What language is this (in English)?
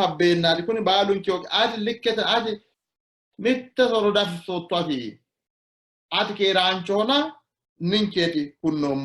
Sidamo